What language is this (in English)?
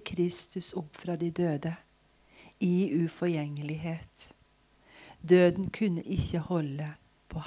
Norwegian